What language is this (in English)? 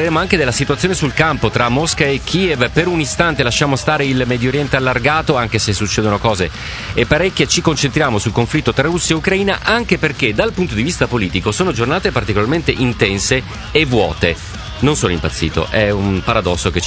Italian